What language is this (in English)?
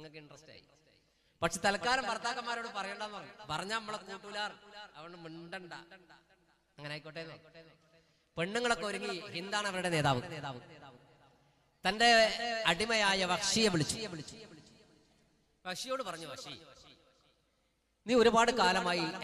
Malayalam